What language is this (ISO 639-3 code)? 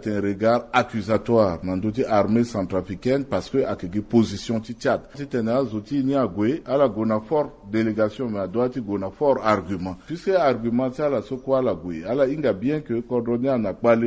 sag